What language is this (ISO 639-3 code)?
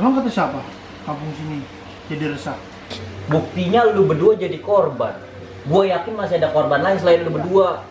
bew